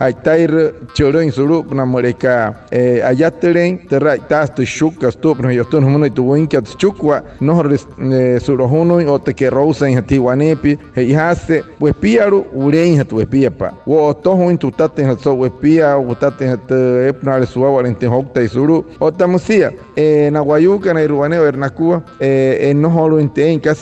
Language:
Wayuu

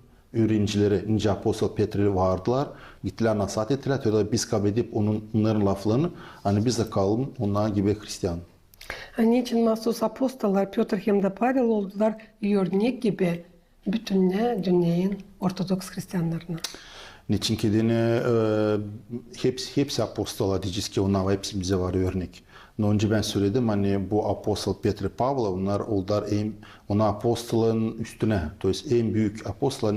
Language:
Gagauz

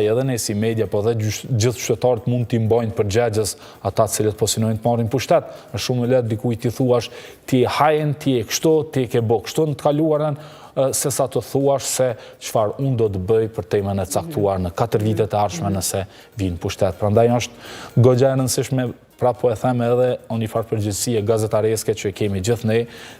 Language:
Albanian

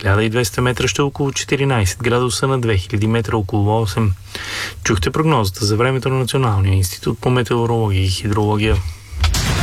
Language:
Bulgarian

